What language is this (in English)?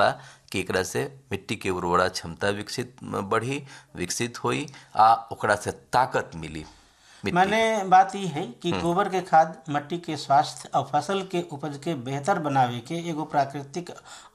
Bhojpuri